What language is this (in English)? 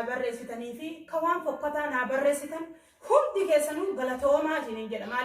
Oromo